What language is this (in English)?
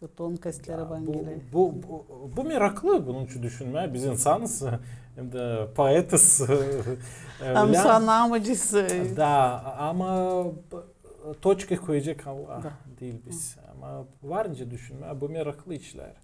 Gagauz